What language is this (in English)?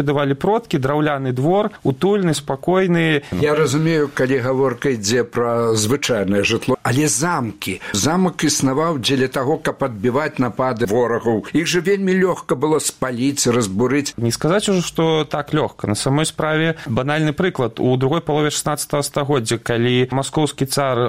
Belarusian